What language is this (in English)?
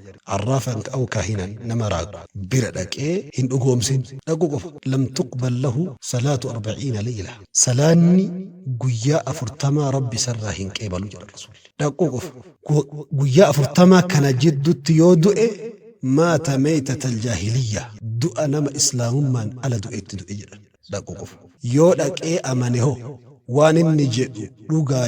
Oromo